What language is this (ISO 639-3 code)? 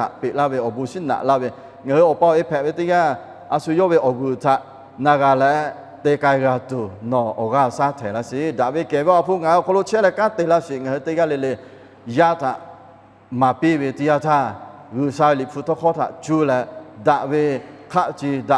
lhu